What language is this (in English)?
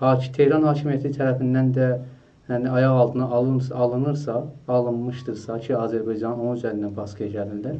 South Azerbaijani